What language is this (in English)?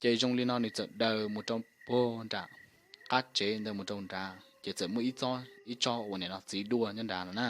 Hmong